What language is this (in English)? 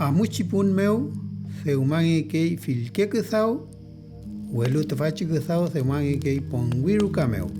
Mapuche